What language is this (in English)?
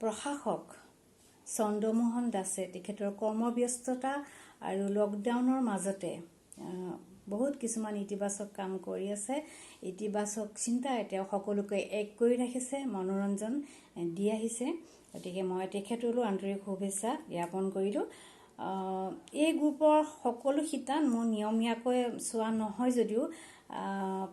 Assamese